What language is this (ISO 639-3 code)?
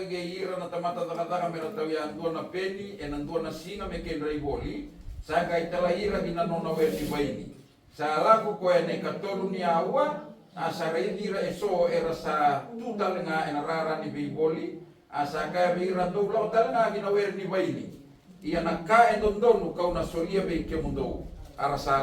fij